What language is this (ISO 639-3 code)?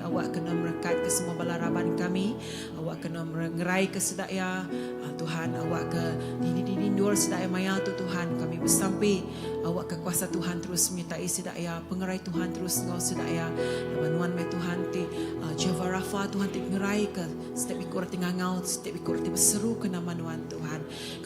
iba